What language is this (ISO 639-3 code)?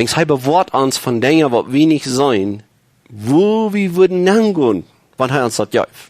pdt